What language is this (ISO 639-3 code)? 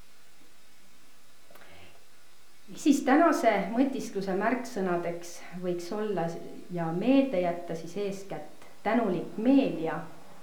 est